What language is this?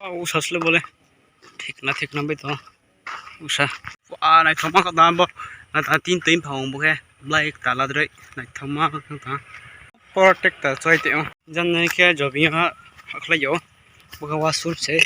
Riang (India)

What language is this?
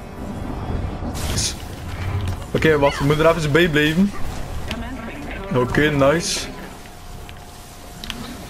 Dutch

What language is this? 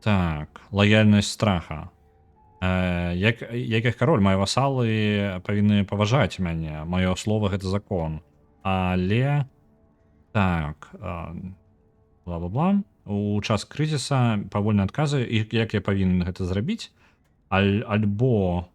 Belarusian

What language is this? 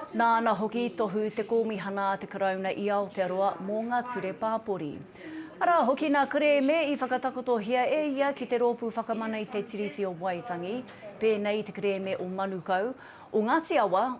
Māori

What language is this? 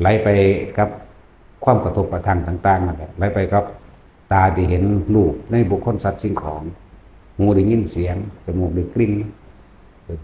Lao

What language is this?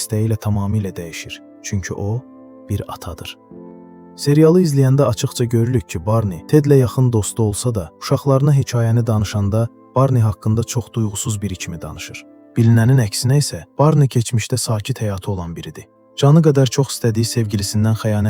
Azerbaijani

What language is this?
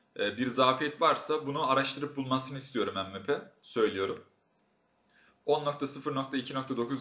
Turkish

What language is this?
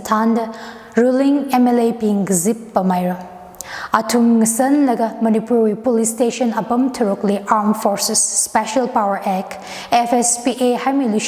Tangkhul Naga (India)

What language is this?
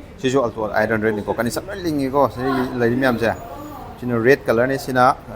Manipuri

